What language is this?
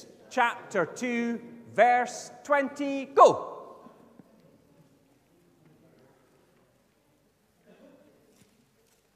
English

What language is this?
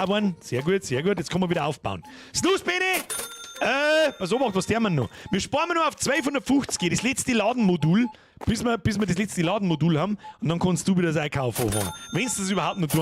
Bavarian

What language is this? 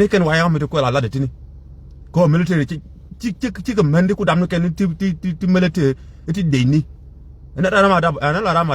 Nuer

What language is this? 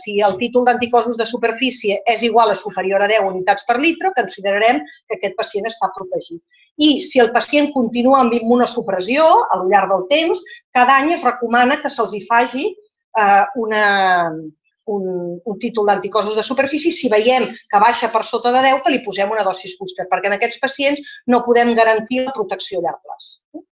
Catalan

